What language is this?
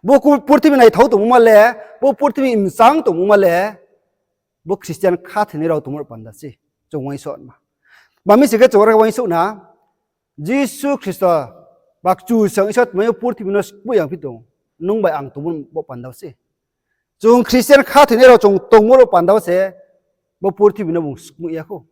Riang (India)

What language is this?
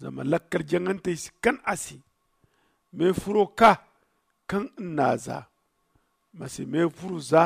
Zarma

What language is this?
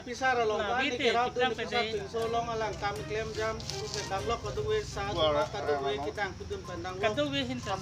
Karbi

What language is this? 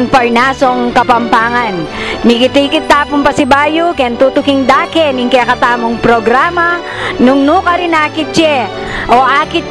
Pampanga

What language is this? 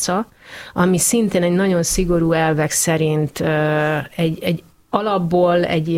Hungarian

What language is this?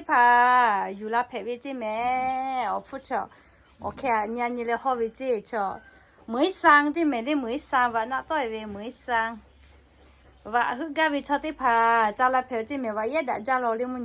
Lahu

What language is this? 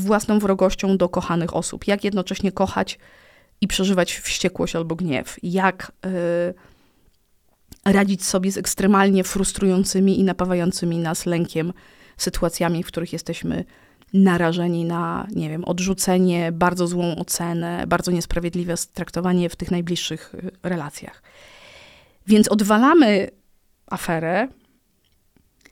Polish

